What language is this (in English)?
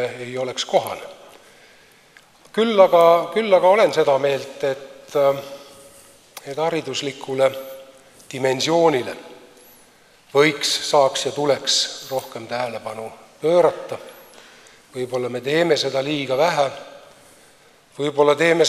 Estonian